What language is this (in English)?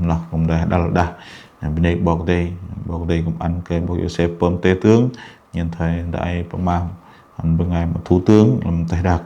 Bahnar